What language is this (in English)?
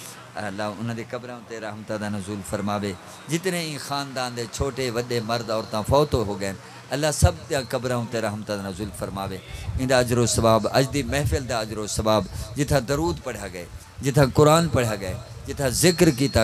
Saraiki